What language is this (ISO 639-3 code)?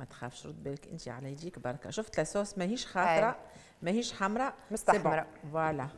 aeb